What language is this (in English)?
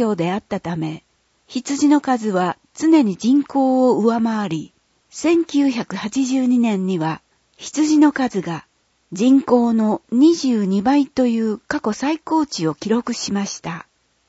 Japanese